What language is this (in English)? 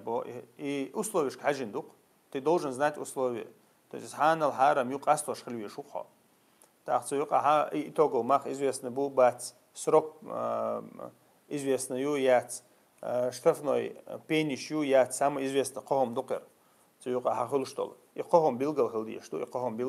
Chechen